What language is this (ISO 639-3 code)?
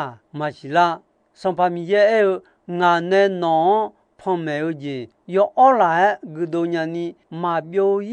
ahk